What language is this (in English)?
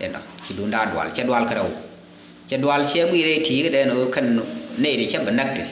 Nuer